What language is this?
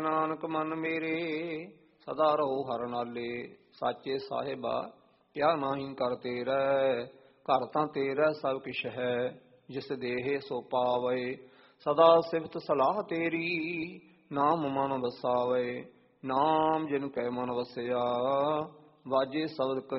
Punjabi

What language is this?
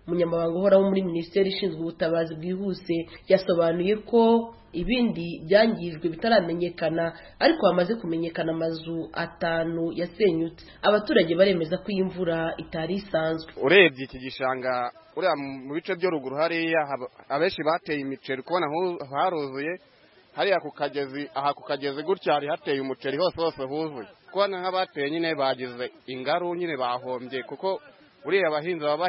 Kinyarwanda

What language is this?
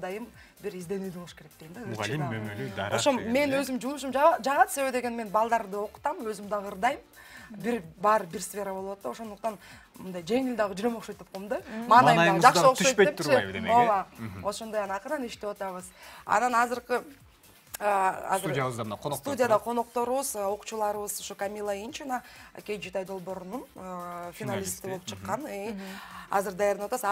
Kyrgyz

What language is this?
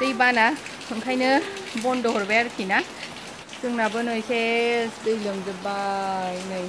Bodo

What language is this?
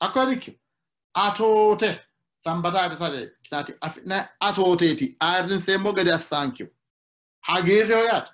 Sidamo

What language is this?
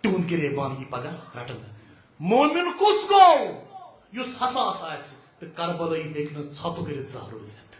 Kashmiri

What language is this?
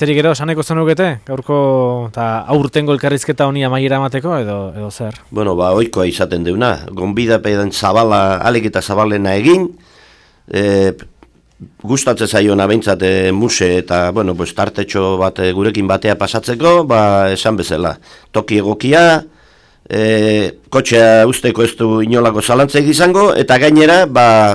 Basque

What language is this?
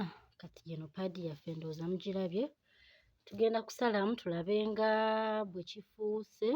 Ganda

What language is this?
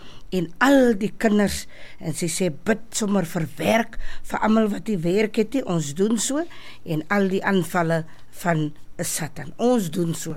Afrikaans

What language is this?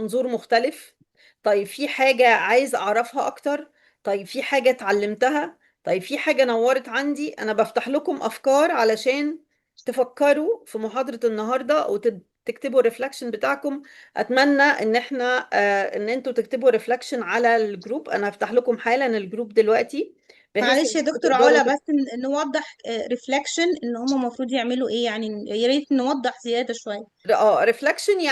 Egyptian Arabic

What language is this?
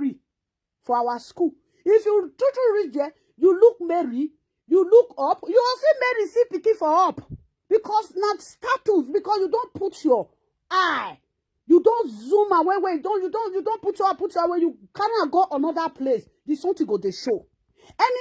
Nigerian Pidgin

